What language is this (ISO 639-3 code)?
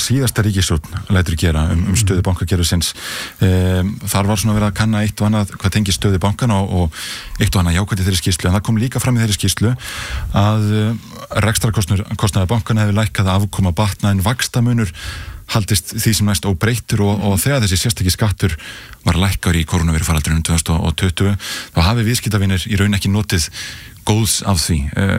isl